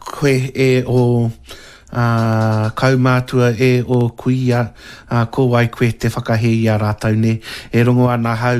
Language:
Māori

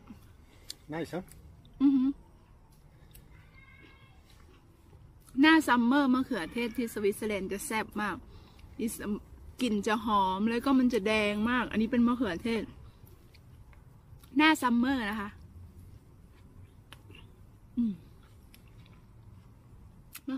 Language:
Thai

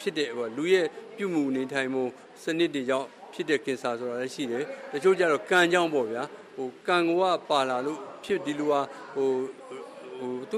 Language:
Burmese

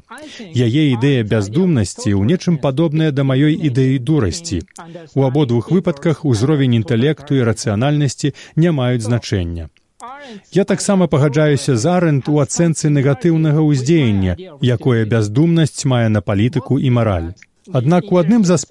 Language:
Belarusian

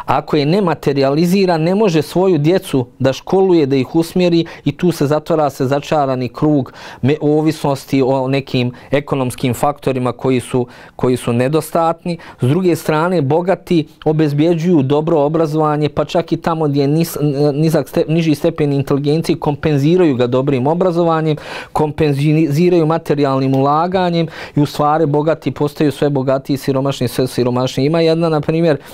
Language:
Bosnian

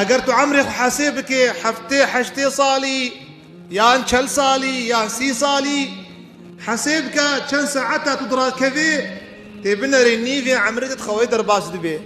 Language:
Kurdish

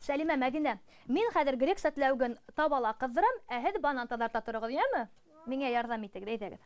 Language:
Bashkir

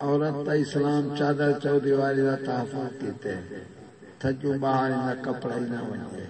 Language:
Saraiki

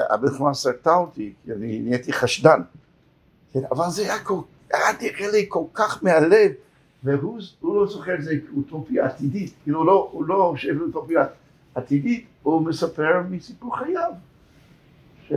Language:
Hebrew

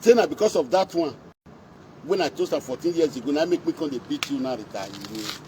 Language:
Nigerian Pidgin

